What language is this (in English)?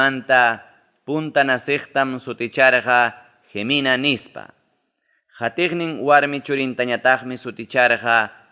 Ayacucho Quechua